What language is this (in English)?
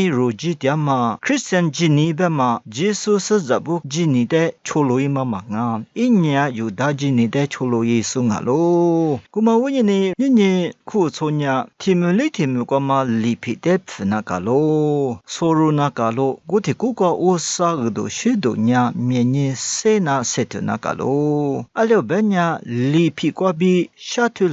Lisu